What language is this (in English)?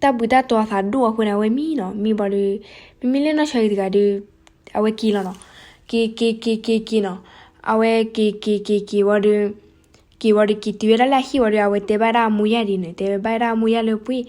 S'gaw Karen